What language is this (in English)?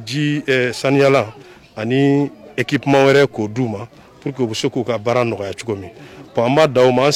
Bambara